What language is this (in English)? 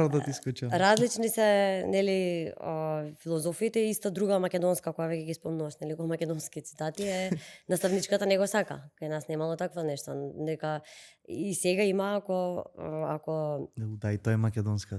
Macedonian